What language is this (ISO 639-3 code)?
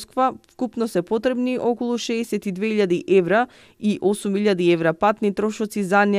mkd